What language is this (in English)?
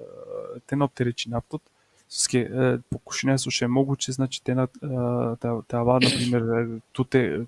Balkan Romani